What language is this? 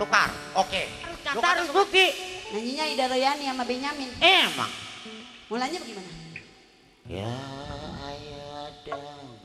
Betawi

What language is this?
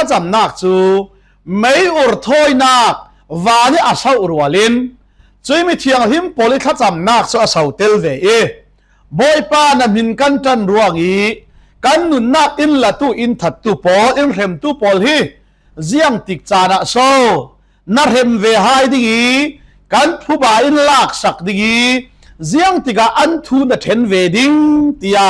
Falam Chin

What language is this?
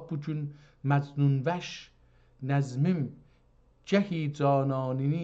South Azerbaijani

